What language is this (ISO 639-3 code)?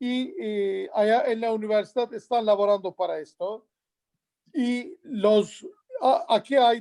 lad